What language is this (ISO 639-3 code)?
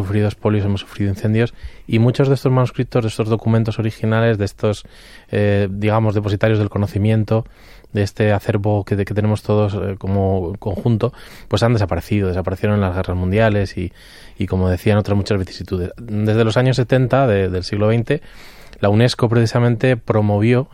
spa